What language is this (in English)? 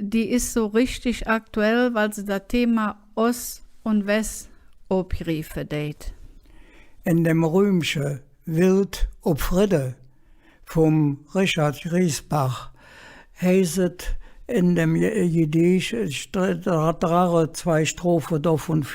Colognian